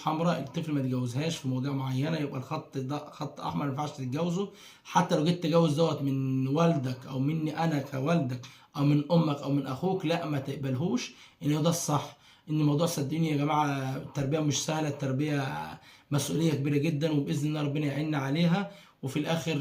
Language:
Egyptian Arabic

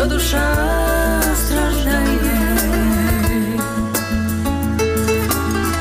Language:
Ukrainian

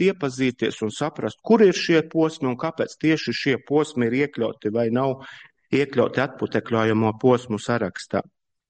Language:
Latvian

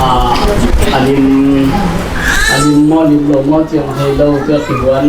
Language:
Tedim Chin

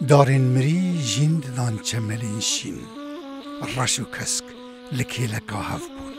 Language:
Kurdish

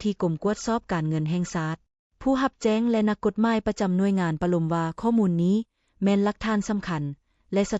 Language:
Lao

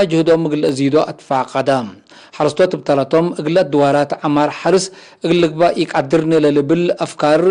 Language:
Tigre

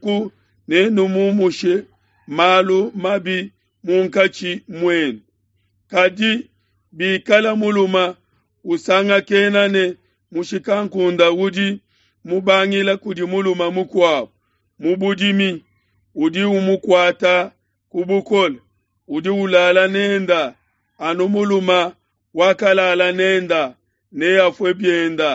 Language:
Luba-Lulua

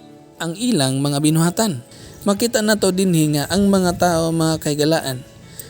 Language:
Cebuano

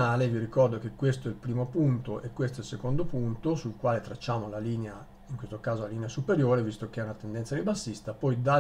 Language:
Italian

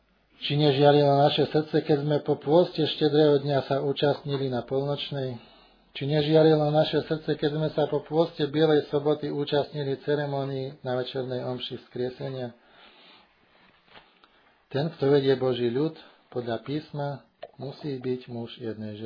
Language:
Slovak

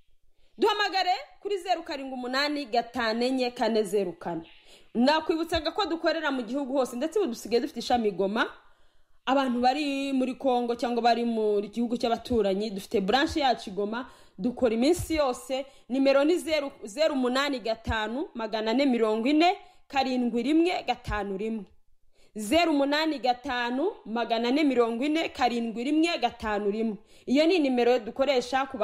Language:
Kinyarwanda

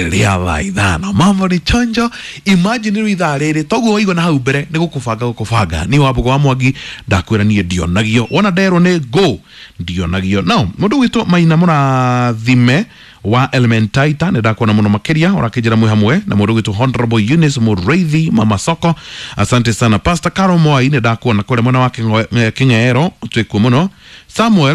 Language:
Kikuyu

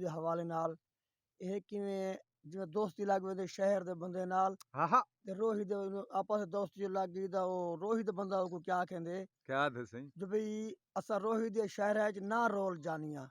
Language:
Saraiki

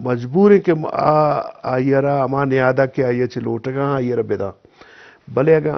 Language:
Eastern Balochi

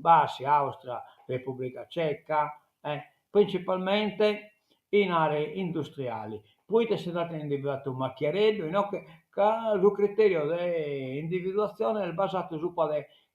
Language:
Sardinian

